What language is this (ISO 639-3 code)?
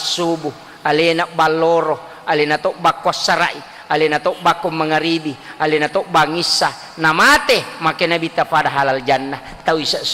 bug